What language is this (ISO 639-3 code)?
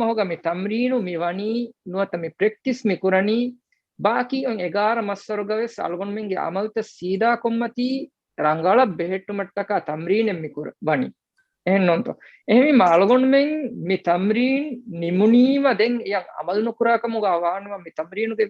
div